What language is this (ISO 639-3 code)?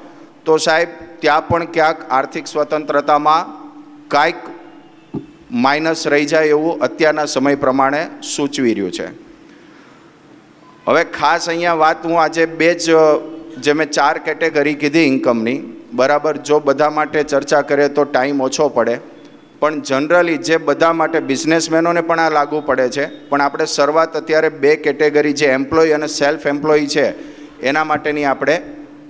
guj